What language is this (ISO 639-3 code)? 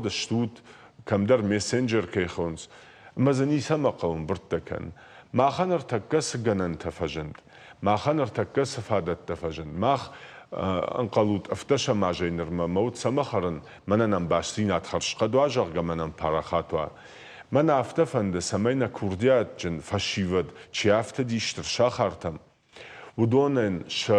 oss